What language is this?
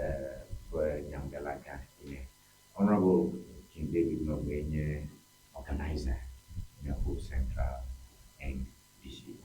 Ewe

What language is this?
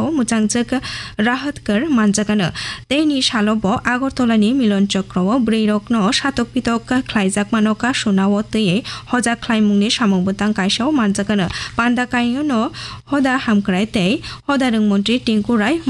Kok Borok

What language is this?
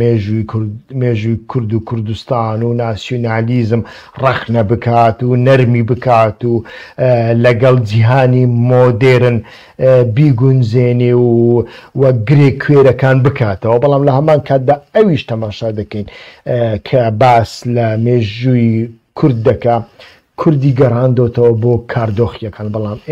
Central Kurdish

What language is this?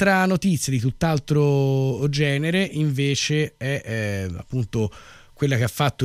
Italian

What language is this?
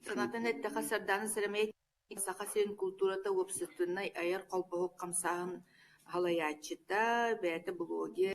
Yakut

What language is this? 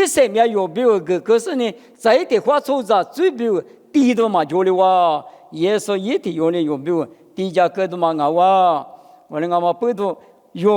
Lisu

